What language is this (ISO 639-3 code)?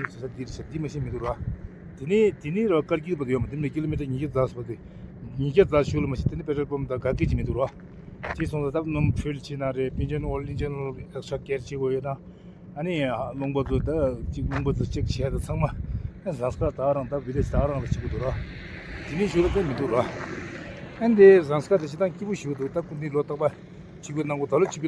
bod